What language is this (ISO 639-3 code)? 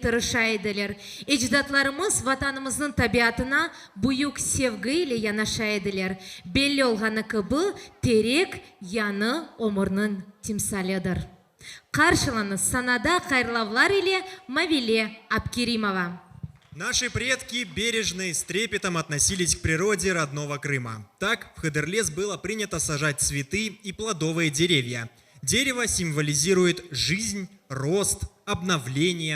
crh